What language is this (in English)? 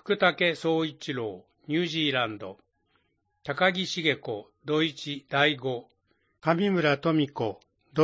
Japanese